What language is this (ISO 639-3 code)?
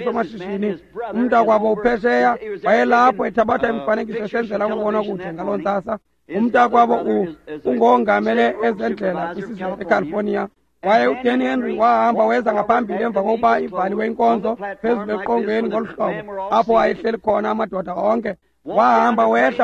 xho